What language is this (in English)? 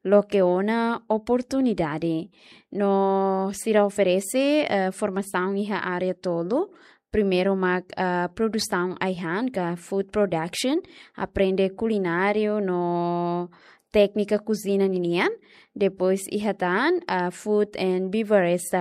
Tetum